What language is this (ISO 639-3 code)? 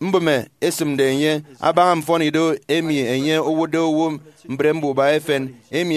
efi